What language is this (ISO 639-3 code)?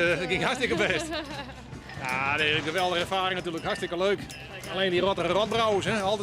fry